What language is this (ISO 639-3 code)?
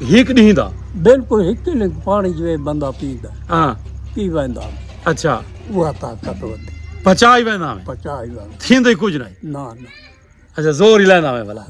skr